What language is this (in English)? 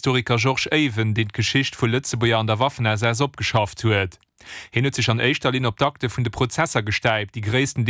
Luxembourgish